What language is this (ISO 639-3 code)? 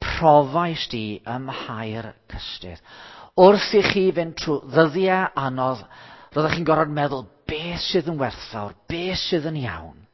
cym